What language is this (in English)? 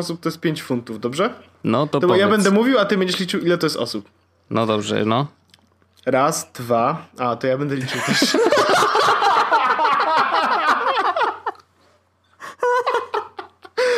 Polish